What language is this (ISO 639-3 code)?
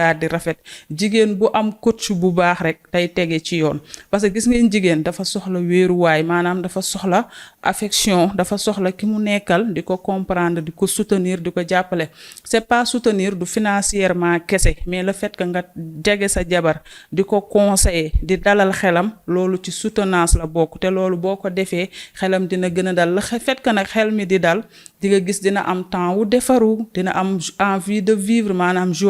wol